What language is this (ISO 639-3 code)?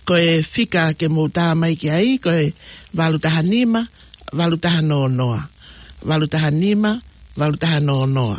ton